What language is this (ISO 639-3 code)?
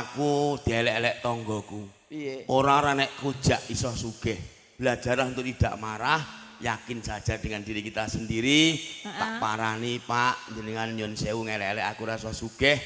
jav